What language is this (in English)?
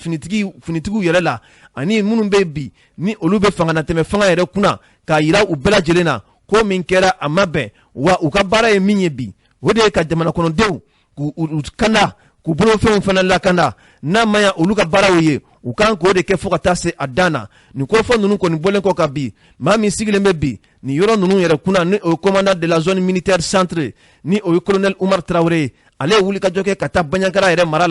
Bambara